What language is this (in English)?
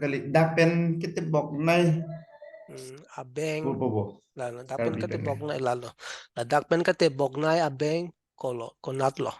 Karbi